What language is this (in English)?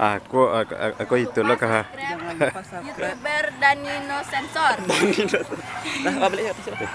Minangkabau